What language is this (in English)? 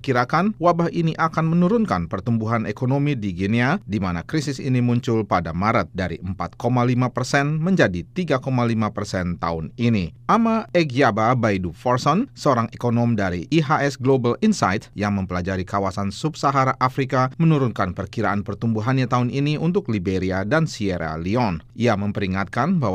Indonesian